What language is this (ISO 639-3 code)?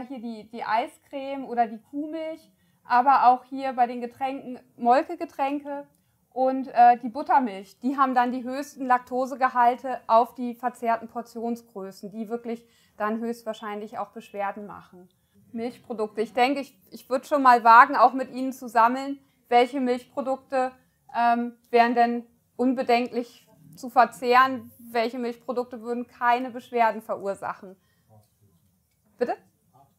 deu